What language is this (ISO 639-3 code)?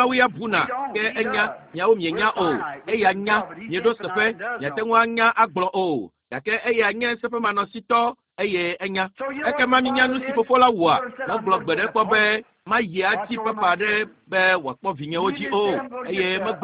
ewe